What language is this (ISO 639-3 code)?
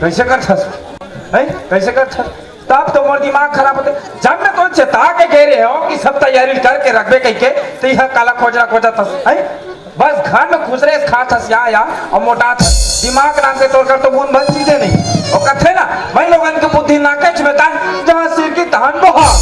hne